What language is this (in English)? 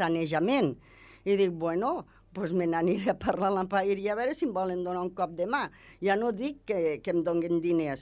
Catalan